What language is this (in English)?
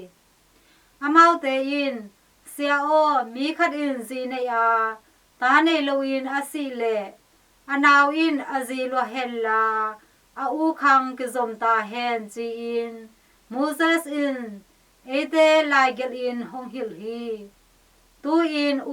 Tedim Chin